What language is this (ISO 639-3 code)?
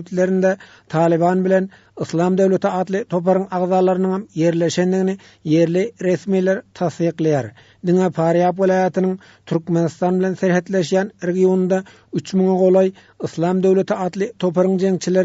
tuk